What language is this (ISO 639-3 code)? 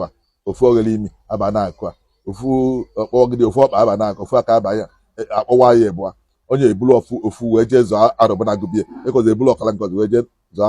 ibo